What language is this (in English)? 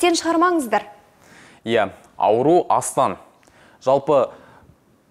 Kazakh